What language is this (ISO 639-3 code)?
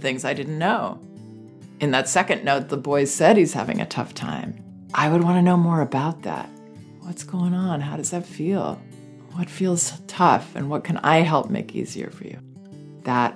eng